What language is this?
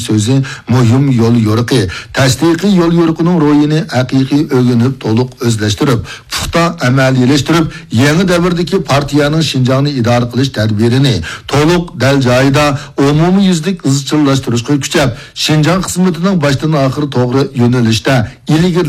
Uyghur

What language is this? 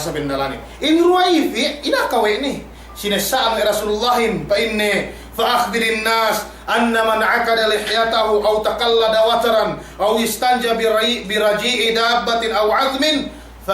Yakan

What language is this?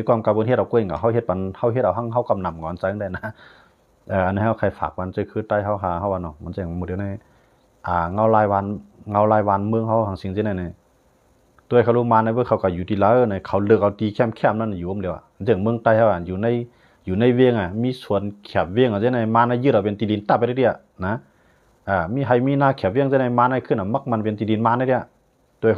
Shan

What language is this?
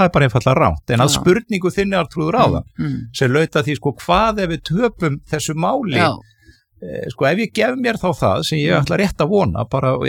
Icelandic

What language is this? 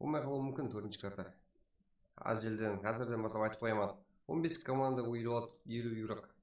Kara-Kalpak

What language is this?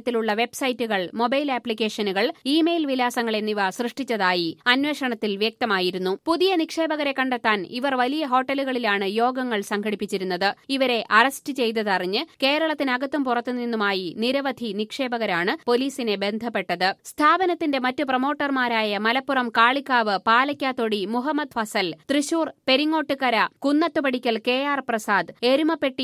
Malayalam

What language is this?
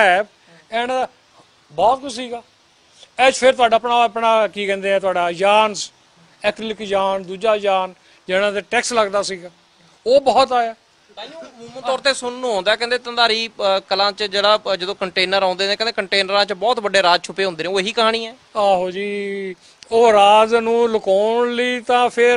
Punjabi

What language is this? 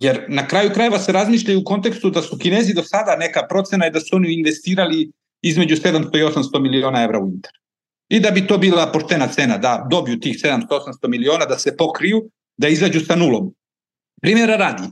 Serbian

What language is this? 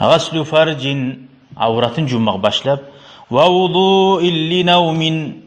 Kumyk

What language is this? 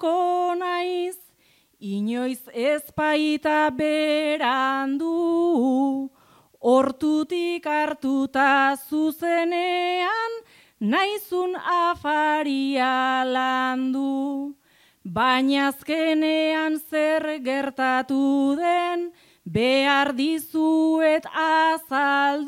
Basque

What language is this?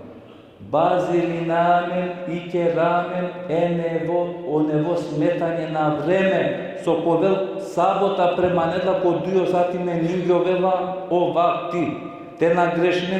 Balkan Romani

